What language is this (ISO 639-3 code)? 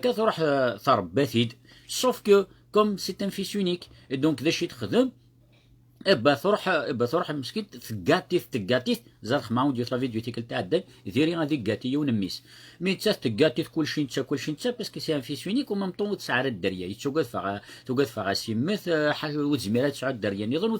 kab